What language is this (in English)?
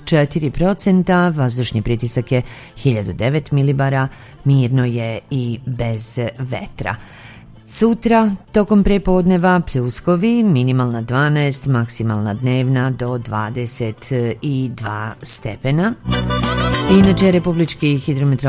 Serbian